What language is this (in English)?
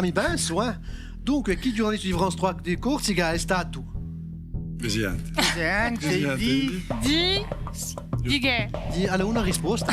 Corsican